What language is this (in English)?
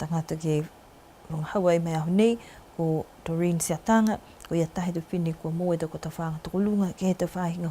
Niuean